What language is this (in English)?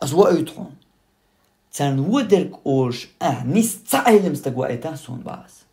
Chechen